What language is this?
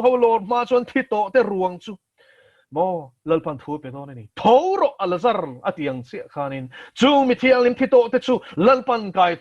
Mizo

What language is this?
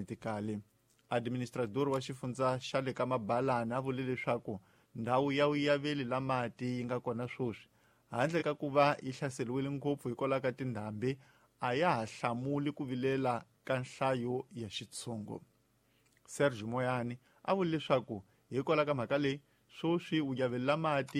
Tsonga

